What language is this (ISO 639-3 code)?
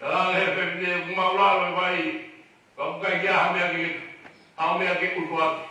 ton